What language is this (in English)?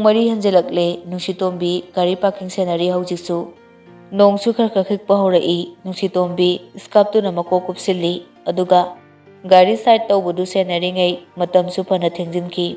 Manipuri